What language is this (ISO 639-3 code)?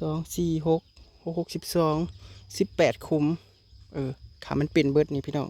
tts